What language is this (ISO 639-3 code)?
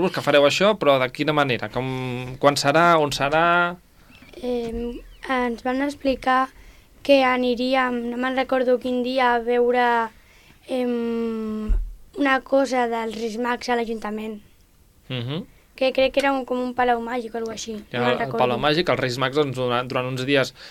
cat